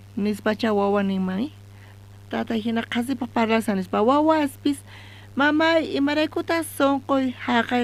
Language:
South Bolivian Quechua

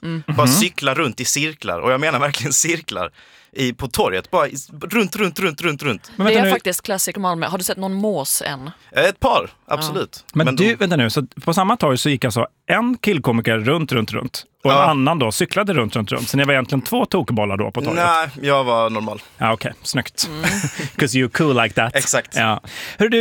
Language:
Swedish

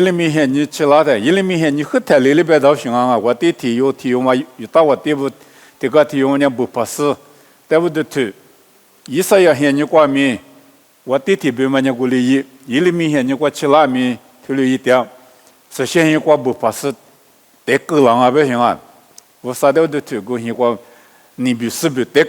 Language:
Lisu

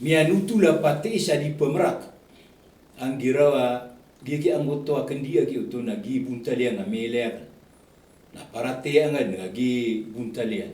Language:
Maranao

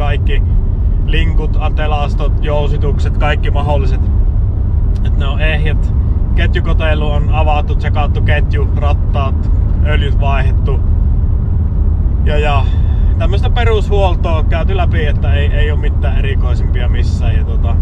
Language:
Finnish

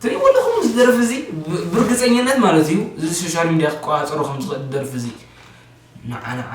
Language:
Tigrinya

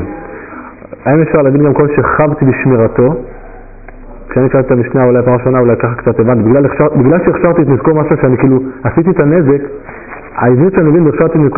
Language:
Hebrew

